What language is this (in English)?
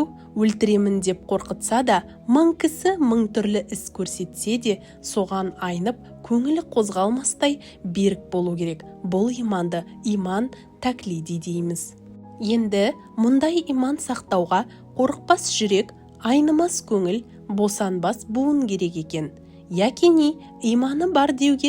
Kazakh